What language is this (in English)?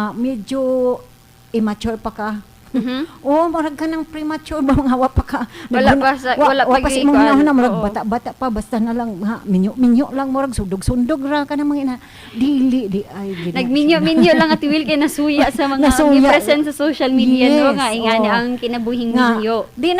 Cebuano